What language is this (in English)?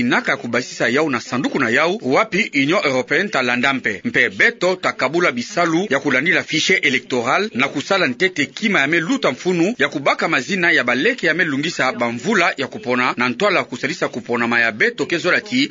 Kituba (Democratic Republic of Congo)